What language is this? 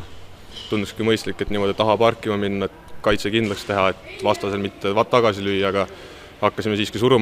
Estonian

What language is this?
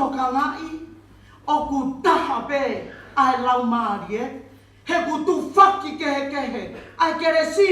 Tongan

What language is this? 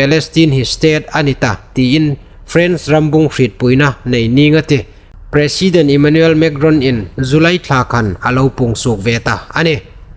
Hmar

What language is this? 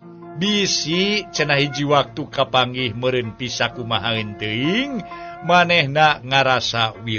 Sundanese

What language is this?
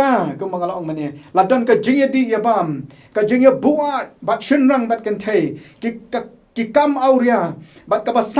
Khasi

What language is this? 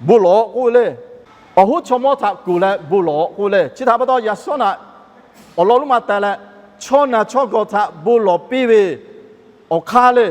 Lahu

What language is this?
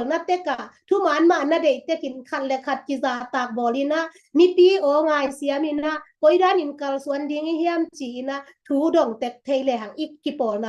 Tedim Chin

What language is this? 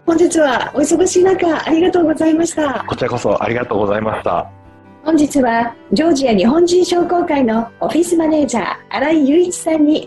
Japanese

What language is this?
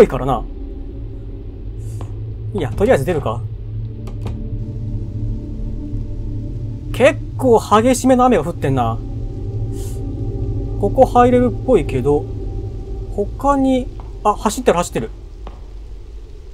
Japanese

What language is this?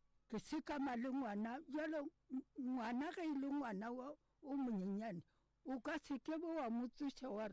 Northern Sotho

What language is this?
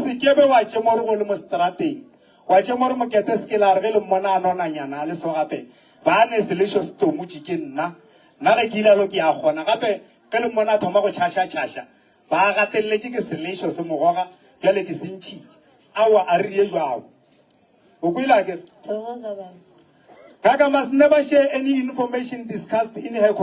Northern Sotho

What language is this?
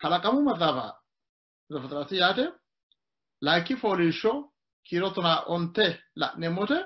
Sidamo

